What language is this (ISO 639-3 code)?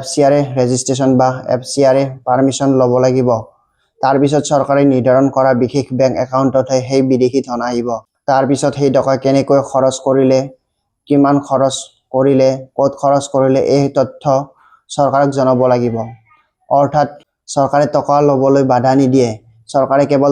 asm